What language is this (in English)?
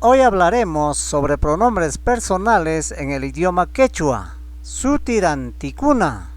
Ayacucho Quechua